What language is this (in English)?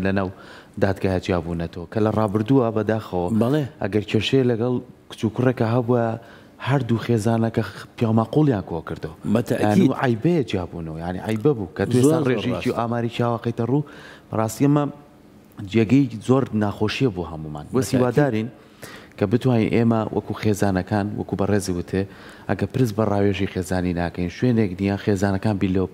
Central Kurdish